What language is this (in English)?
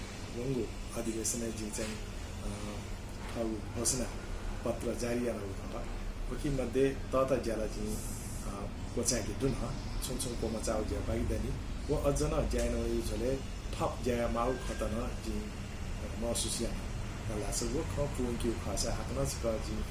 Newari